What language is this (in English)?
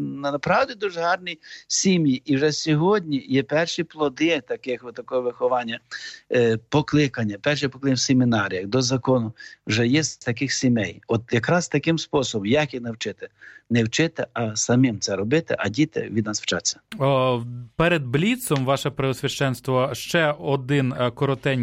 Ukrainian